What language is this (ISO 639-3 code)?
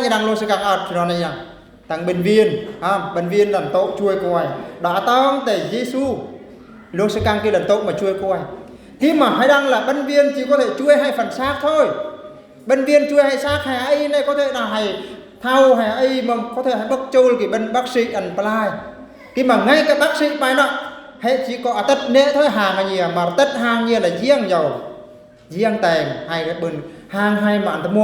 bru